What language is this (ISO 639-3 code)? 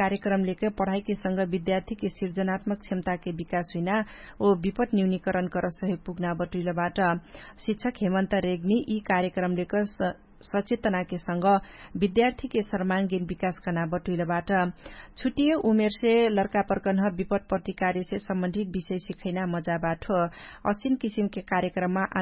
thl